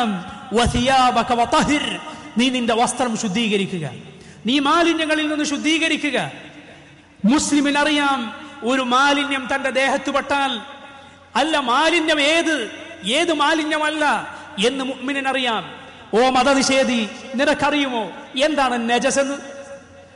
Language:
Malayalam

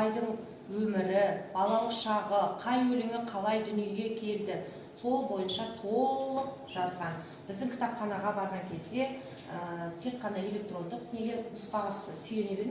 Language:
Kazakh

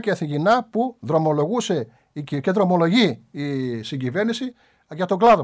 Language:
Greek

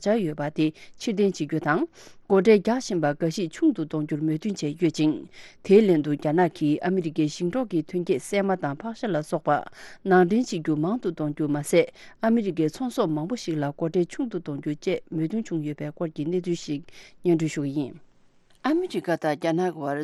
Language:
Tibetan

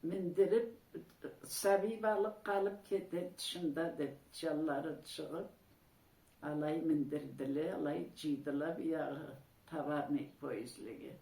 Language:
Karachay-Balkar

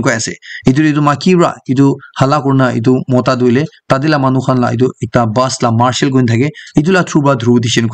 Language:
Naga Pidgin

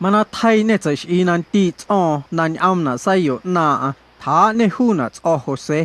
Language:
Guerrero Amuzgo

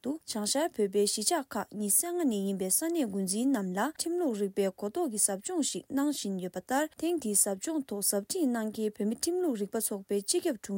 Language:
Tibetan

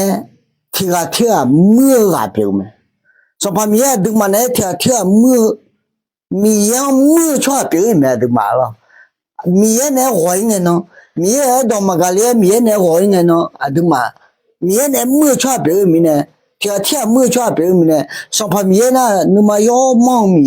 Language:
Akha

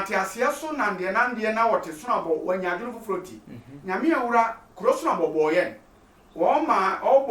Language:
Sehwi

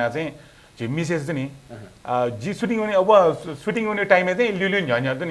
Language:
Newari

